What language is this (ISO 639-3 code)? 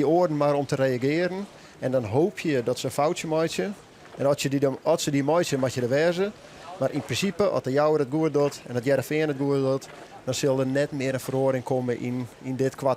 fry